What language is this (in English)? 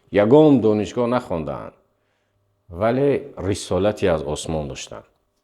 Tajik